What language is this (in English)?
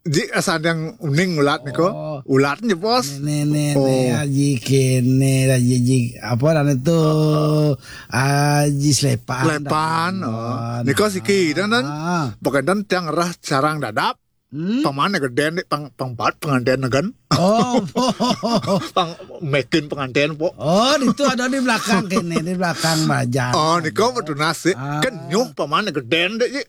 Balinese